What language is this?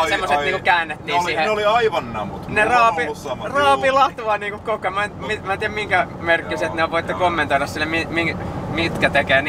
Finnish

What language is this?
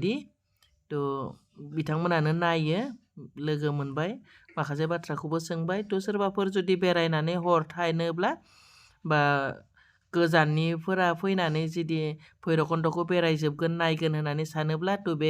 Bodo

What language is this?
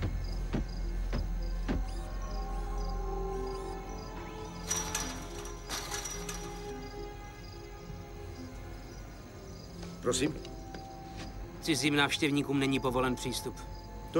Czech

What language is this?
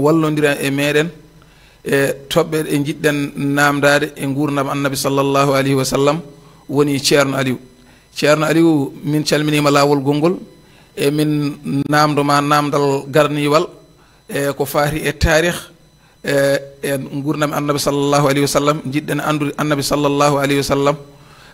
Fula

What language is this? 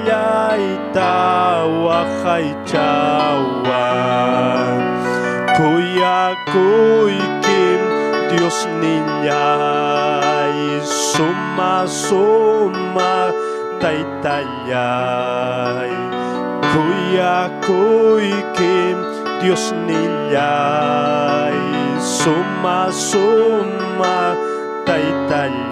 Ayacucho Quechua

